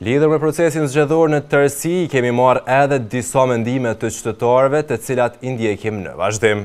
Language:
Albanian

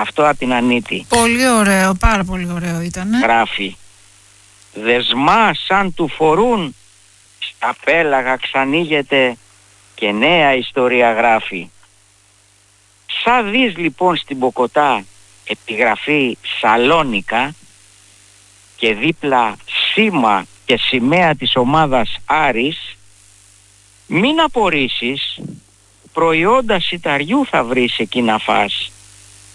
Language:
Greek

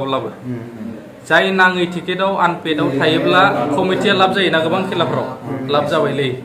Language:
Bodo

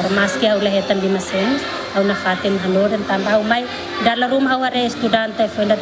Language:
Tetum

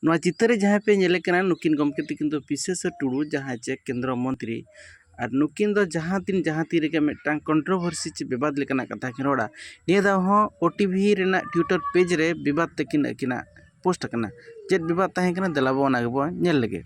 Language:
Santali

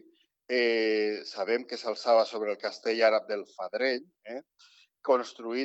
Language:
Catalan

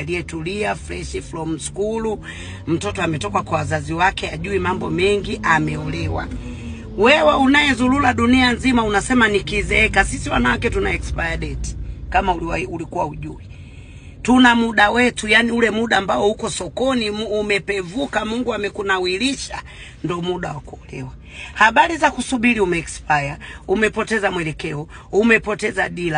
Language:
Swahili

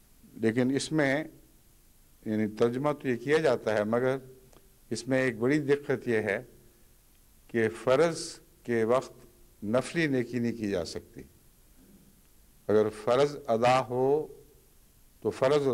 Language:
Urdu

